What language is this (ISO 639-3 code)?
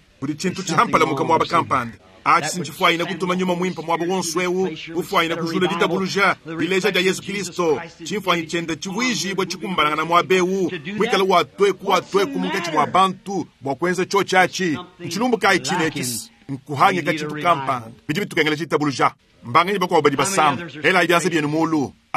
lua